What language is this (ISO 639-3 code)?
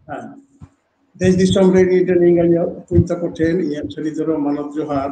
sat